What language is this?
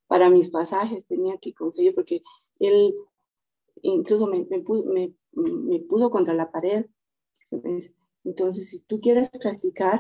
Spanish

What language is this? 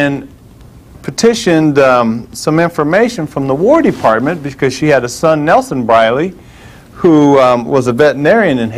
English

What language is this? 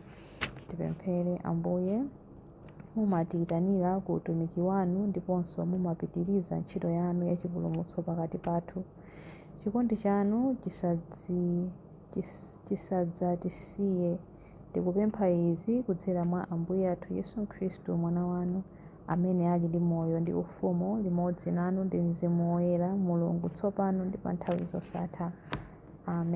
Nyanja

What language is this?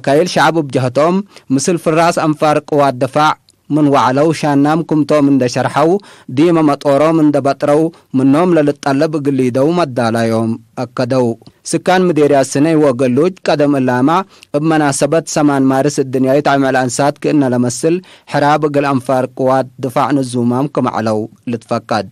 Tigre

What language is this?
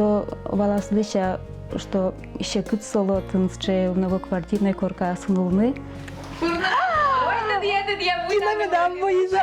Udmurt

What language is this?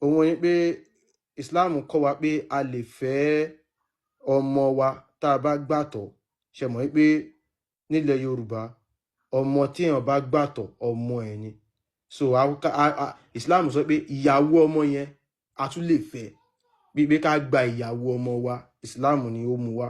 Yoruba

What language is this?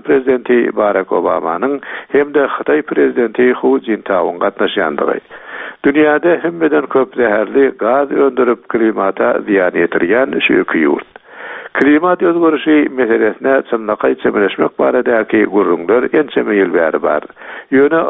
Turkmen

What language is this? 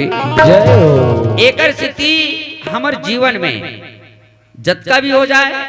Chhattisgarhi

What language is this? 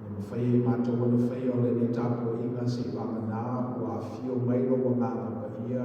Samoan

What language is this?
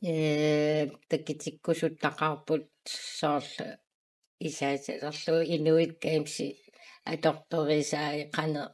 Kalaallisut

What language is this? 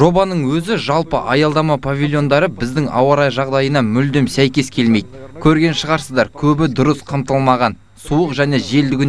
Kazakh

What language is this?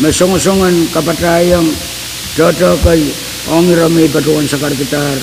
Pohnpeian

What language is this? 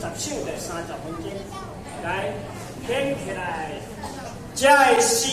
Min Nan Chinese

